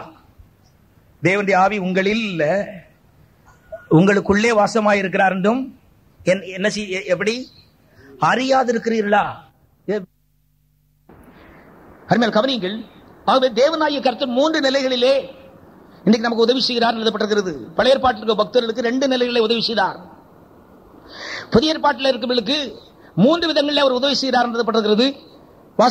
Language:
Tamil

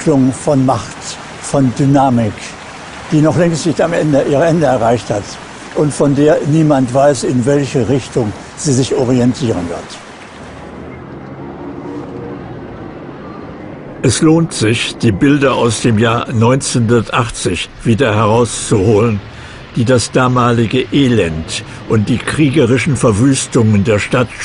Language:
German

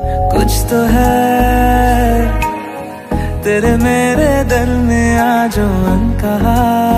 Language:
Hindi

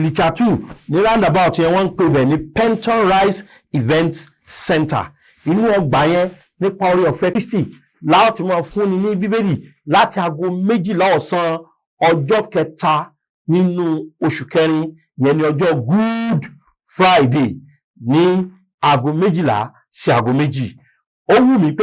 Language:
Yoruba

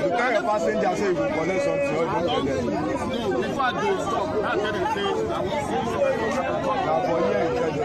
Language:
Nigerian Pidgin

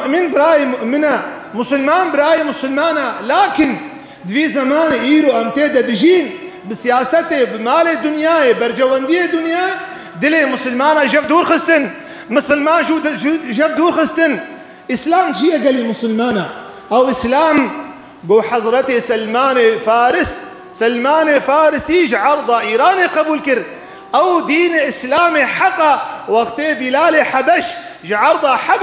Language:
Kurdish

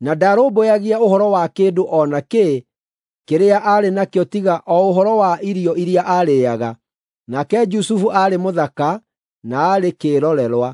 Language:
Kikuyu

